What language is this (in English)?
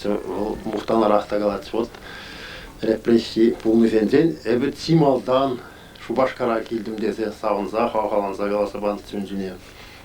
Chuvash